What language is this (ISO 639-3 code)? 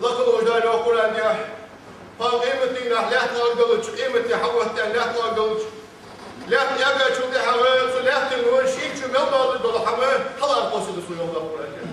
inh